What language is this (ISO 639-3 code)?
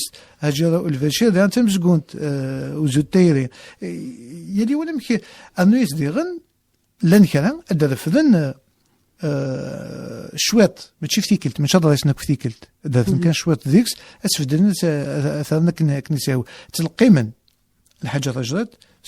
kab